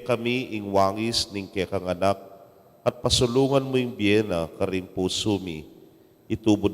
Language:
Pampanga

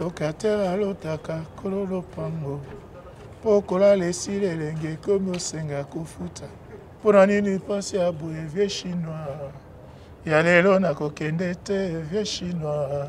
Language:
Lingala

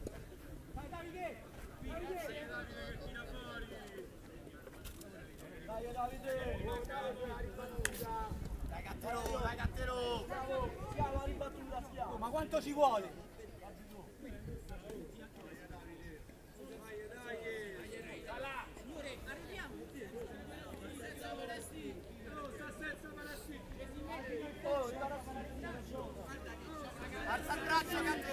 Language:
Italian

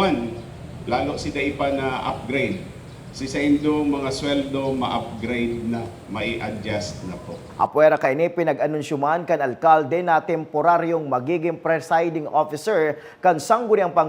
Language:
Bikol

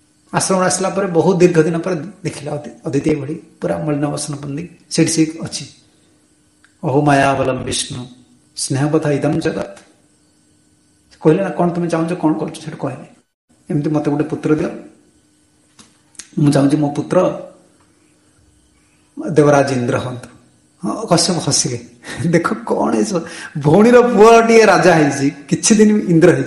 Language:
Odia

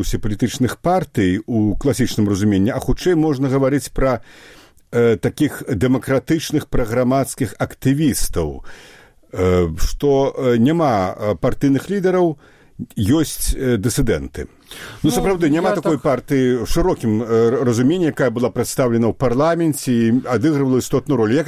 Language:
Belarusian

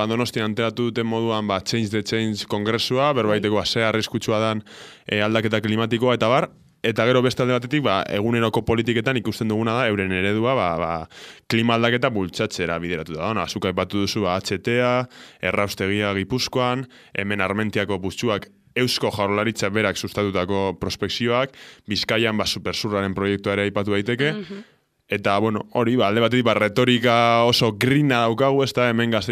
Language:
Basque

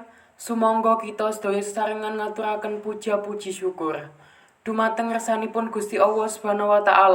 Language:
Javanese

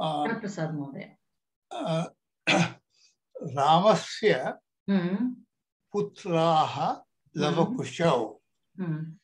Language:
Sanskrit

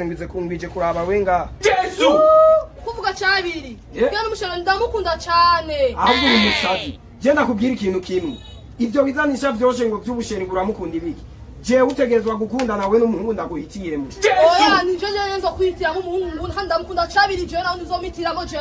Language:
Rundi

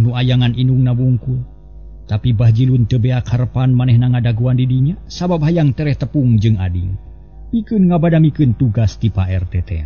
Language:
Sundanese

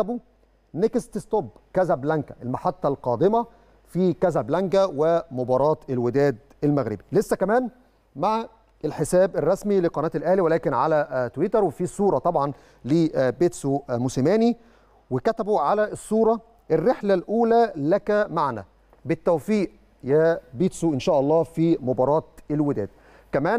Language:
Egyptian Arabic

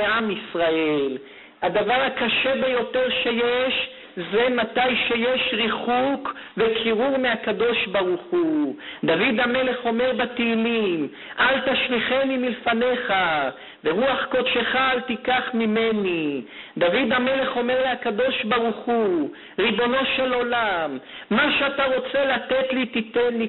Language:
Hebrew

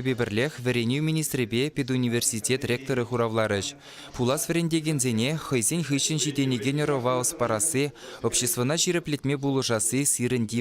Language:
Chuvash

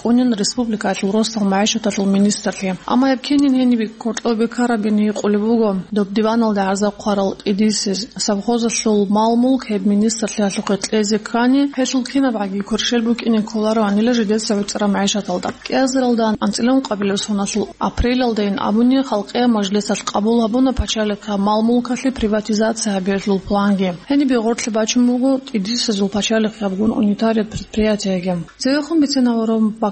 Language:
Avaric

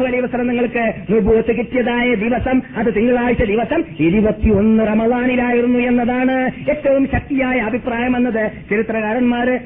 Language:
Malayalam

